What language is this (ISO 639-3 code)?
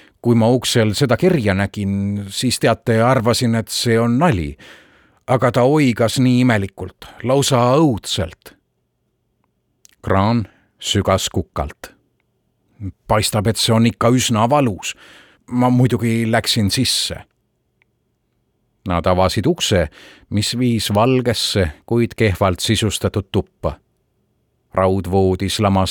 est